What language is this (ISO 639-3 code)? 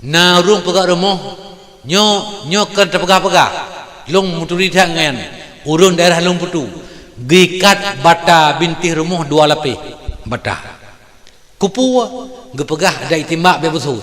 ace